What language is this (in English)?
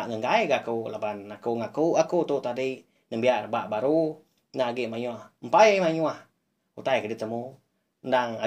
Iban